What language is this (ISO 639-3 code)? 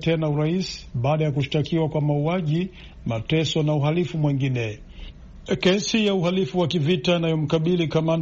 swa